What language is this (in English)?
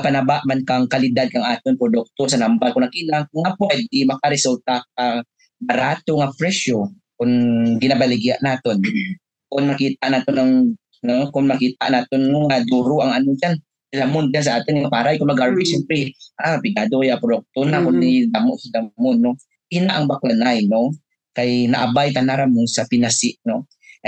Kinaray-a